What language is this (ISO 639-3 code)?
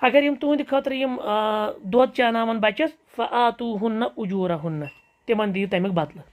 kas